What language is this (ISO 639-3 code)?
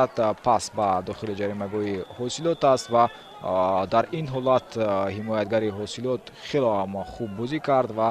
tgk